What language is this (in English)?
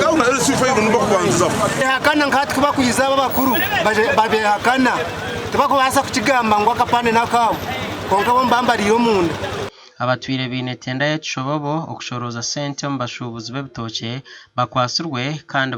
Nyankole